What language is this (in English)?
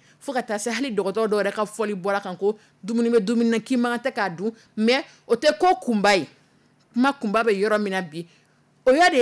Dyula